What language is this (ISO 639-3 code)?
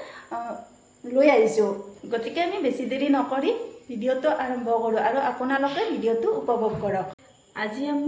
asm